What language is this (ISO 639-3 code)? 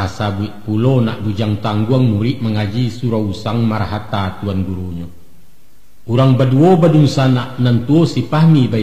min